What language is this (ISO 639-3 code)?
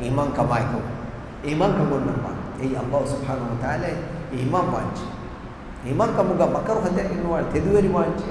div